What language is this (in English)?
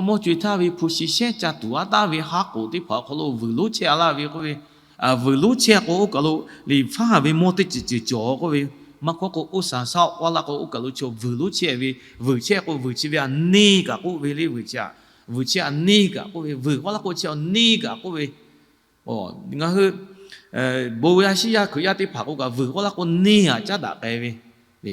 Lahu